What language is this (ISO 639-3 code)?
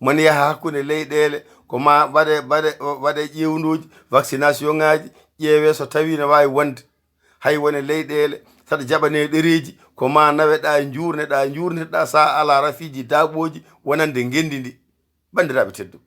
ful